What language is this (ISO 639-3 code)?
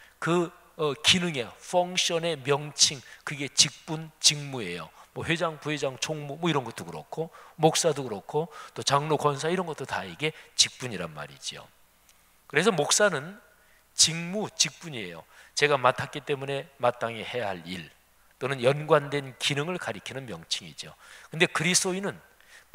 kor